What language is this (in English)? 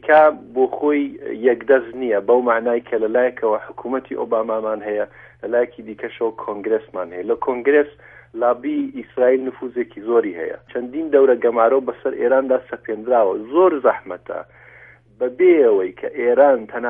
Central Kurdish